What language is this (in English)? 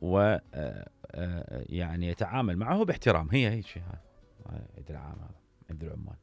Mesopotamian Arabic